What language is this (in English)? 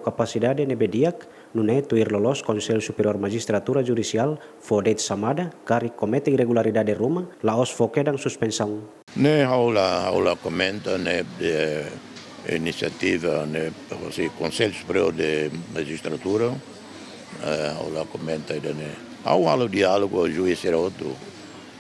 Tetum